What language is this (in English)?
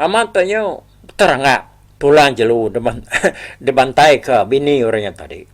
Iban